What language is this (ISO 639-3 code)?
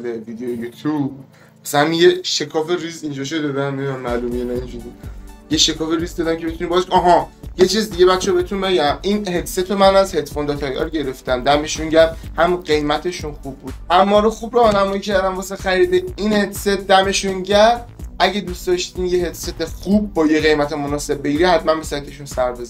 fas